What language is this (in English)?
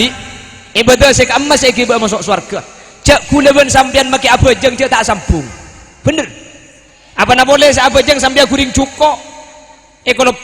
Madurese